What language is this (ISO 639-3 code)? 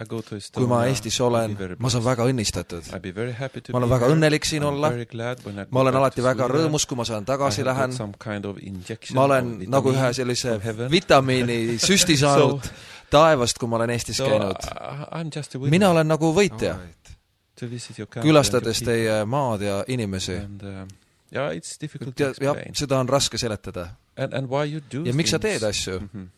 est